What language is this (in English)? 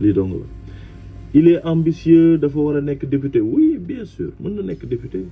Wolof